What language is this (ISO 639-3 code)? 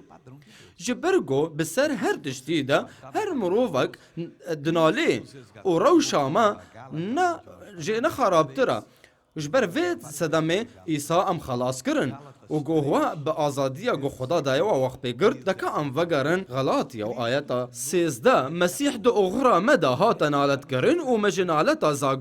kur